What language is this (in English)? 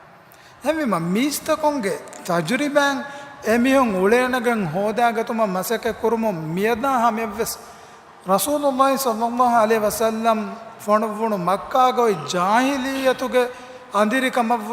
Divehi